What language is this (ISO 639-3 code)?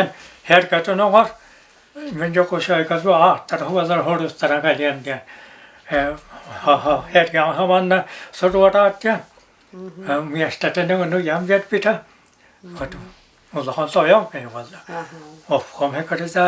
sah